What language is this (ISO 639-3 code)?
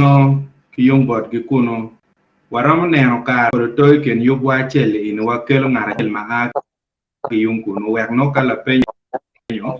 ach